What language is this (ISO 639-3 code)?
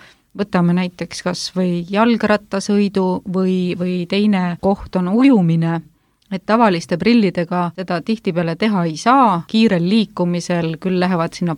est